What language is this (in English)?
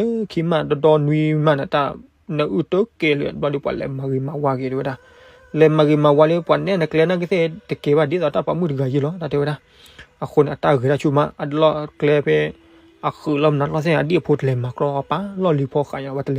S'gaw Karen